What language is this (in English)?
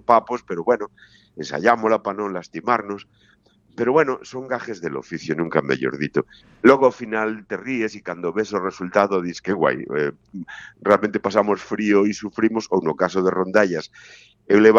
Galician